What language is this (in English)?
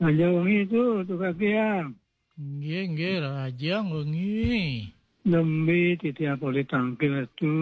Balinese